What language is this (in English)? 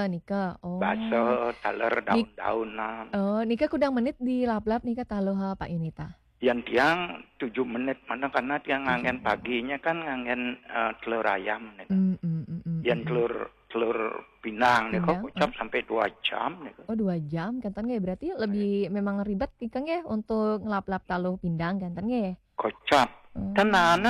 Balinese